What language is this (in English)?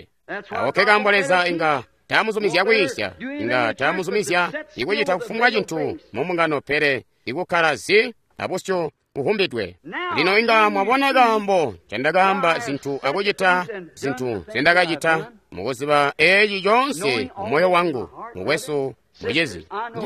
Tonga (Zambia)